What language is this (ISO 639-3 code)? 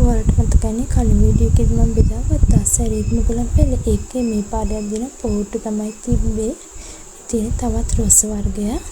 sin